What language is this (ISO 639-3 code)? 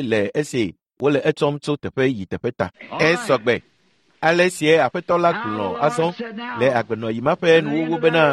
ewe